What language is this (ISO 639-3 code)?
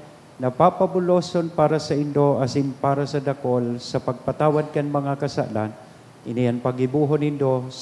bik